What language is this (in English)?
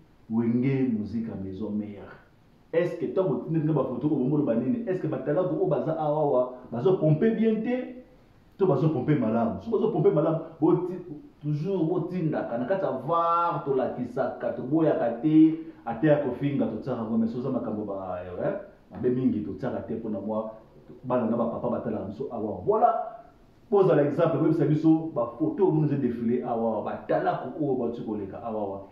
Lingala